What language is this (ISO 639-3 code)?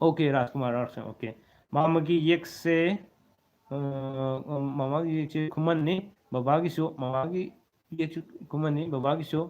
mni